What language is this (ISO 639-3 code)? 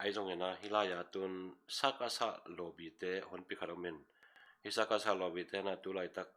ctd